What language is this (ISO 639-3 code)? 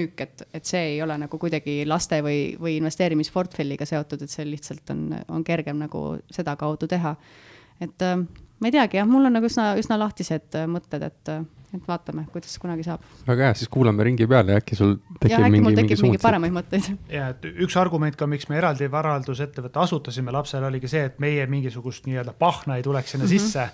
est